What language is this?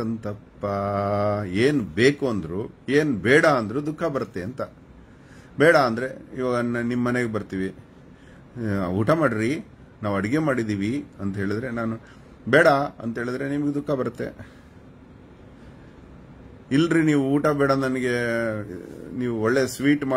Kannada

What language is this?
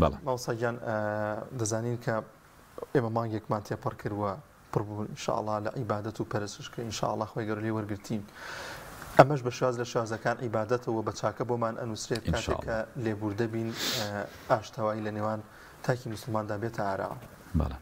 Central Kurdish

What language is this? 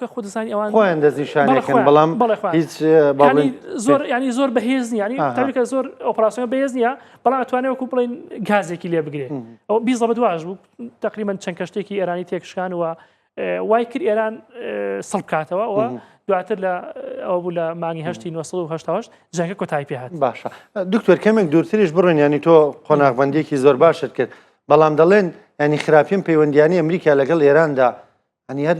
Central Kurdish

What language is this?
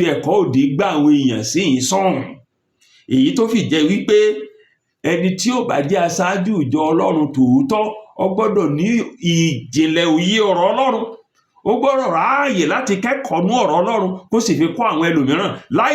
Yoruba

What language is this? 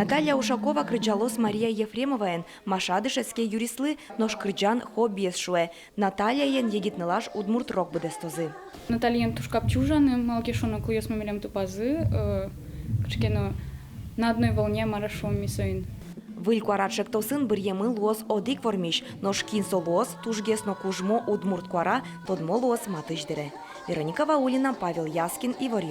Udmurt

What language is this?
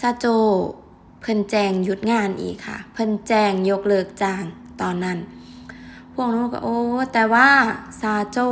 Northeastern Thai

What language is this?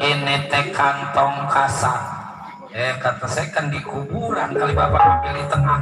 Betawi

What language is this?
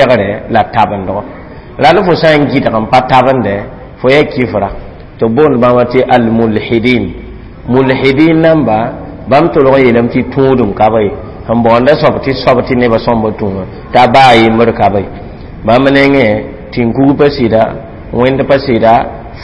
Mossi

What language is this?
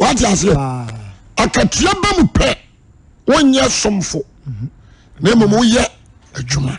Akan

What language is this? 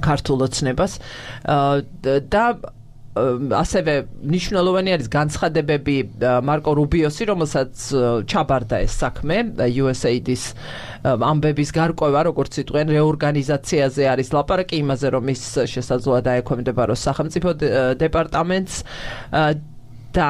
Georgian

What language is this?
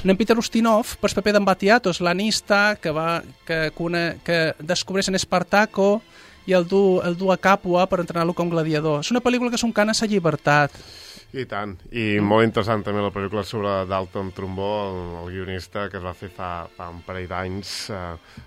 Catalan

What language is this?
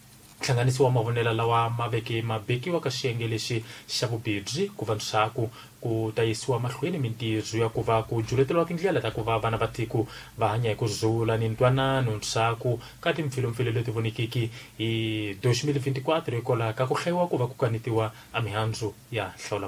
Tsonga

